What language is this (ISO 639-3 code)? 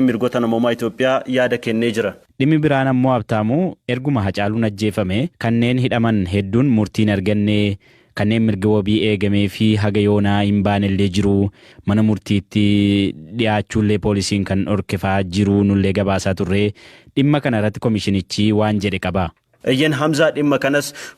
orm